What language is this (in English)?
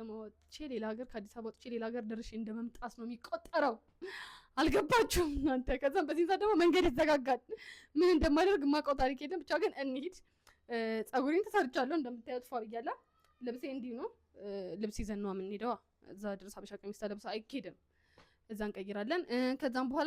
Amharic